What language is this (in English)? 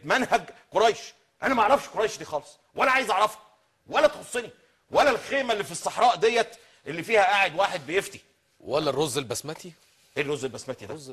Egyptian Arabic